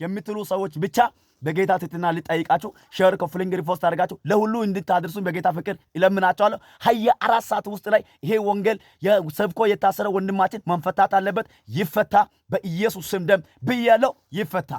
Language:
Amharic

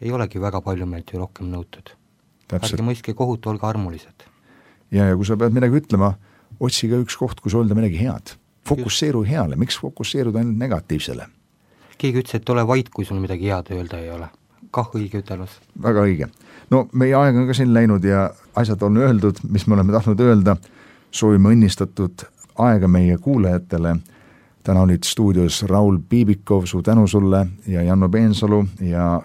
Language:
Estonian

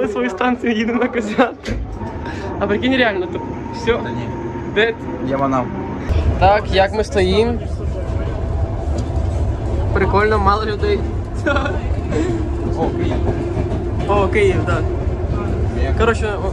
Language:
Ukrainian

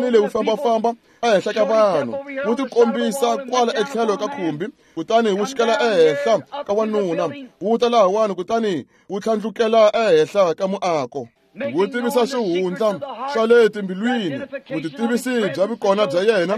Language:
Tsonga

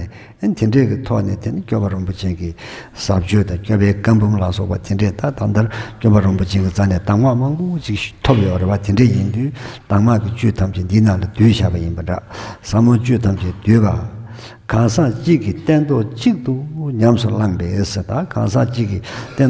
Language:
Tibetan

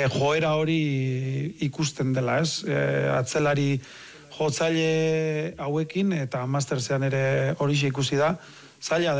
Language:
Basque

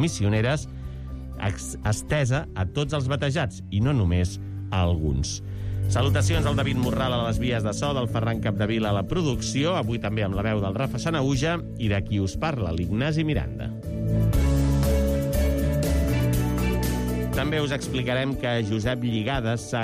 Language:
Catalan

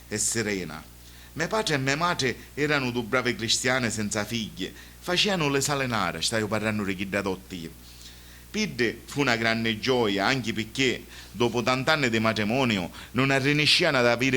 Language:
Sicilian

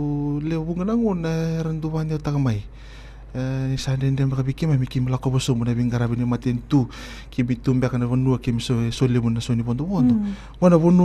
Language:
Fijian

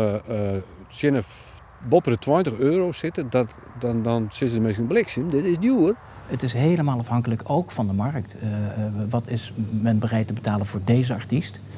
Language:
Western Frisian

